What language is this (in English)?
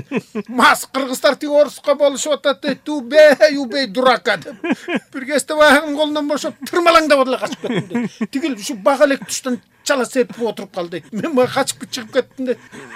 Kyrgyz